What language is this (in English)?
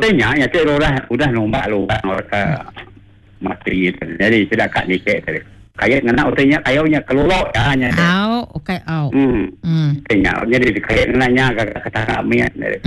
Iban